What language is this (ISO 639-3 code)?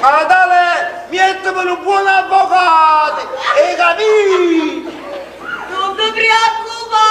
nap